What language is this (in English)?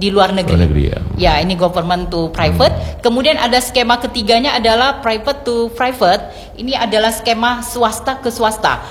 Indonesian